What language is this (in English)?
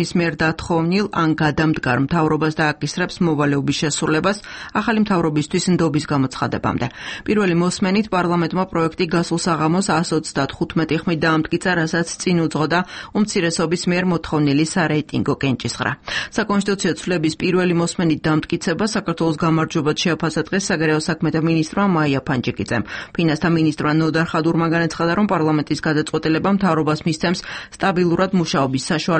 Georgian